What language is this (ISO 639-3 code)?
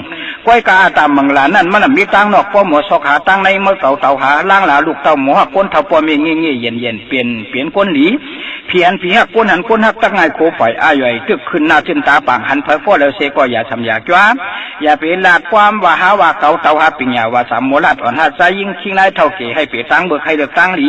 shn